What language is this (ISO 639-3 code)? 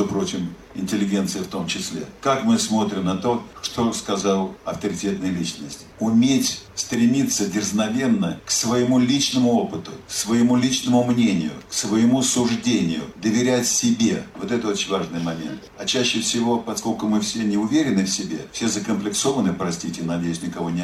rus